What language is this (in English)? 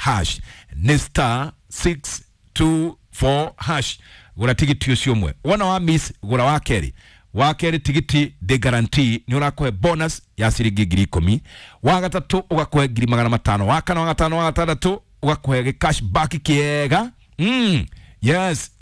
Kikuyu